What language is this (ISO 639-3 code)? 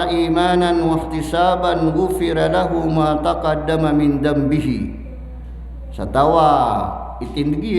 mrw